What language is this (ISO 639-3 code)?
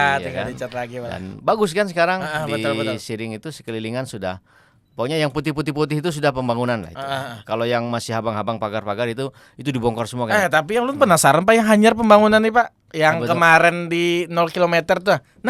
bjn